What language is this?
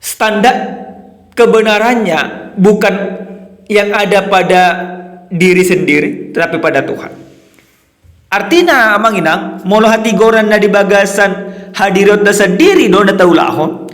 Batak Toba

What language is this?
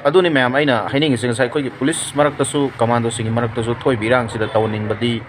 Manipuri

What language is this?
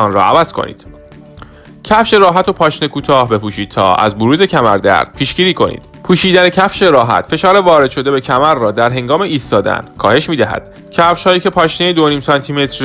Persian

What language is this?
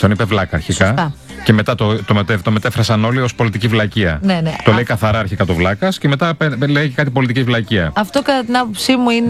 Greek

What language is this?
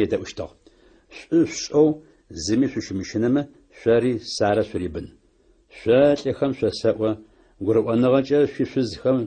Adyghe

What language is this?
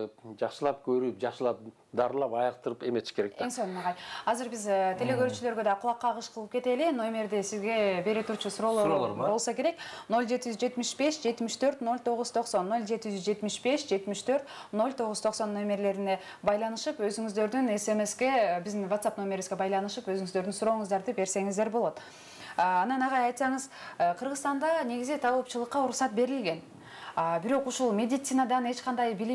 Kyrgyz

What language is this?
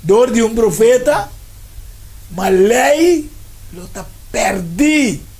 Papiamento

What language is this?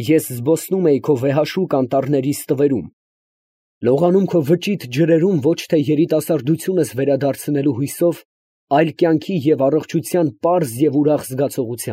Armenian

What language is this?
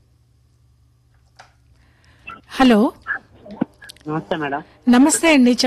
Telugu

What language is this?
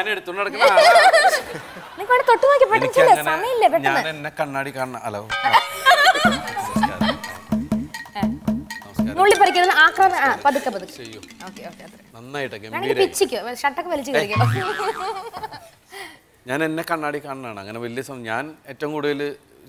Malayalam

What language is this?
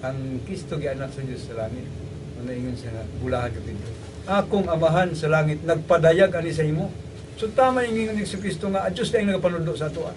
Cebuano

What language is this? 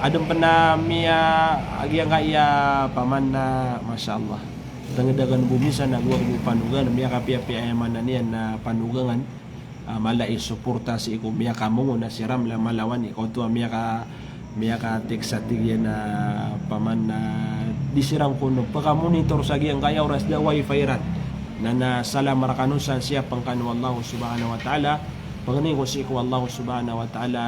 Maranao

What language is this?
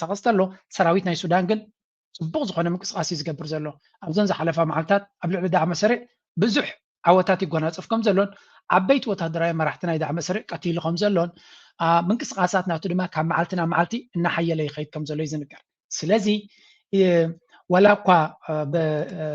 Tigrinya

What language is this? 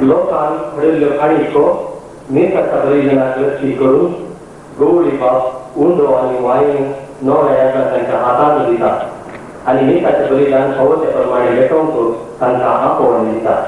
Konkani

